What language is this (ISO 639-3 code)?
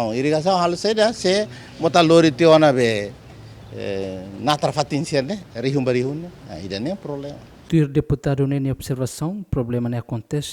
tet